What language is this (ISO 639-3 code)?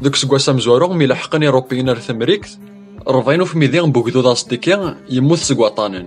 kab